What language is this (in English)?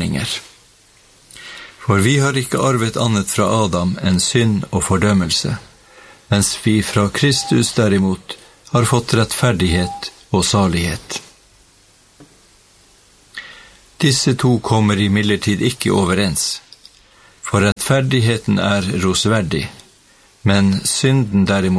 Norwegian